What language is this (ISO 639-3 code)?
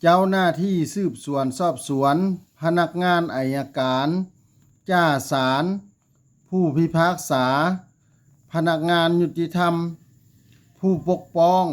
lao